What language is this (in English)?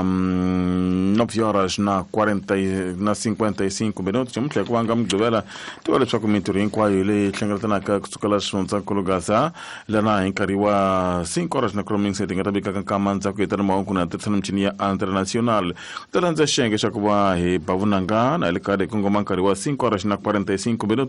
Tsonga